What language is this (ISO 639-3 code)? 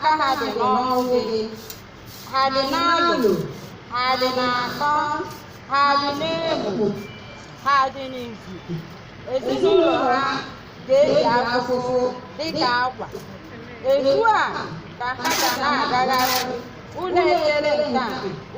ibo